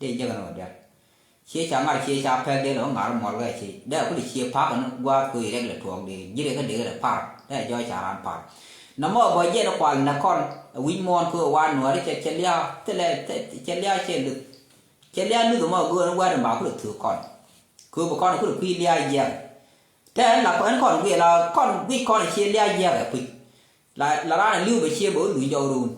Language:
Nuer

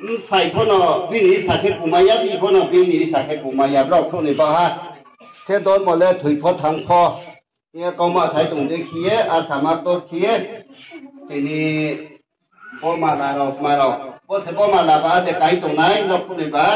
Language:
Riang (India)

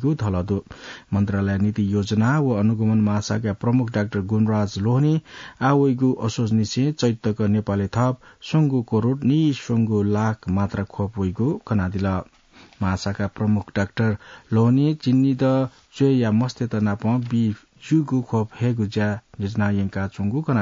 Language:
Newari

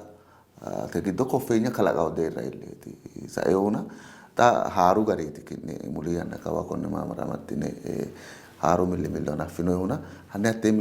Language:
Sidamo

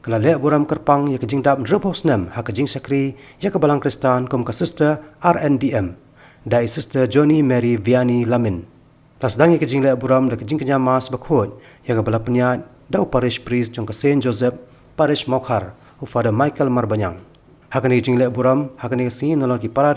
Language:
Khasi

